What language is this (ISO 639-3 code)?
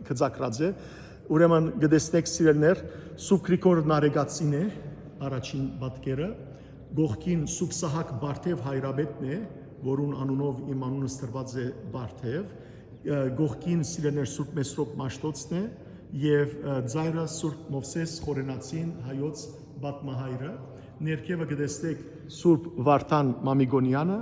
hyw